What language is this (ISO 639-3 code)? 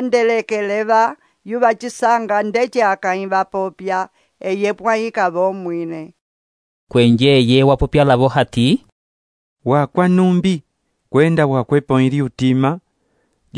umb